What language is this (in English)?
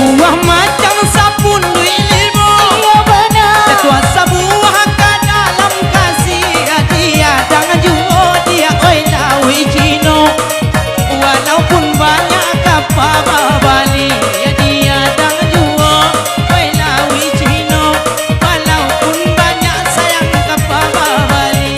Minangkabau